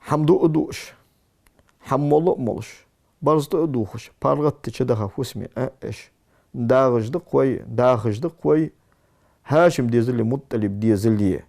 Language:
Ingush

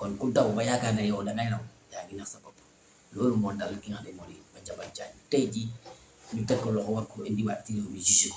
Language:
Wolof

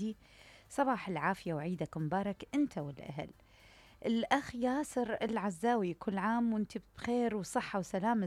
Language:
Mesopotamian Arabic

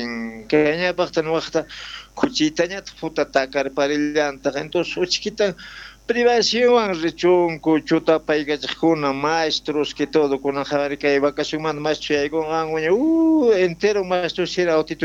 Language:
South Bolivian Quechua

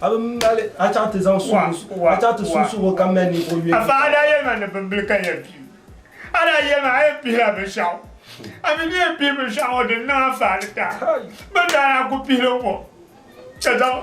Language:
Dagbani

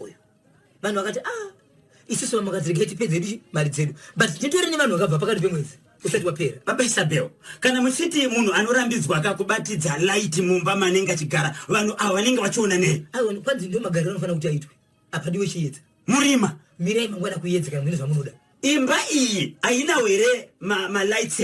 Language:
Shona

